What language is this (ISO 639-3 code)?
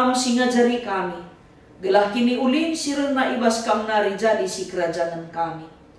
btx